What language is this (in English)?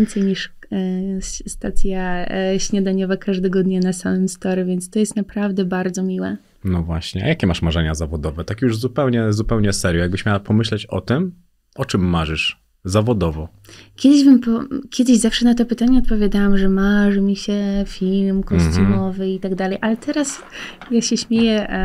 Polish